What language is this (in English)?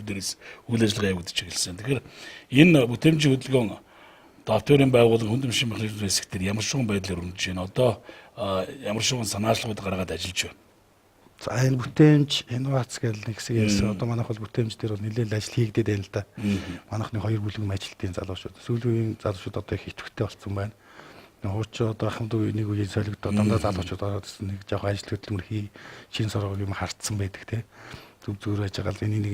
Mongolian